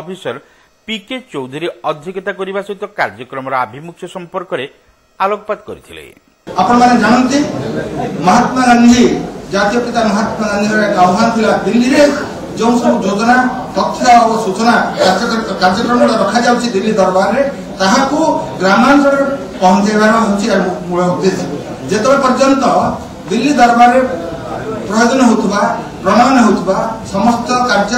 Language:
Odia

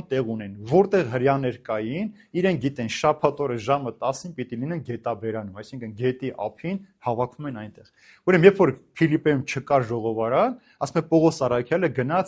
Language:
Armenian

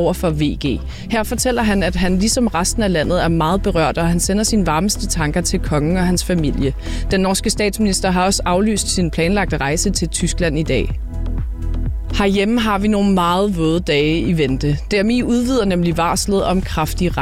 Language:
Danish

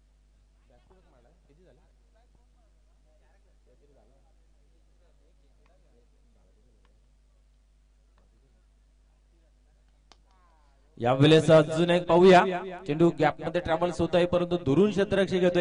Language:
Marathi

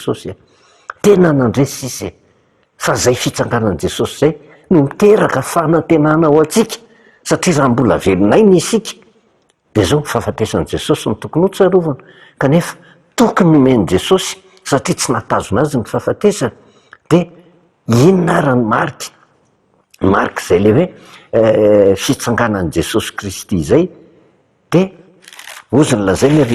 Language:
Malagasy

